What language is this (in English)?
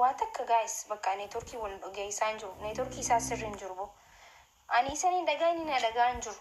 Oromo